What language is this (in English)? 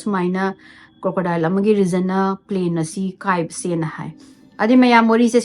Manipuri